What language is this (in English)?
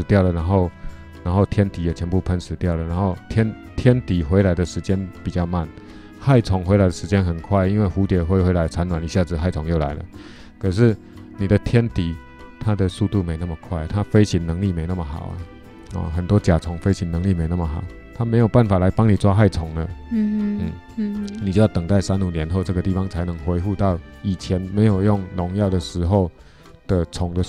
Chinese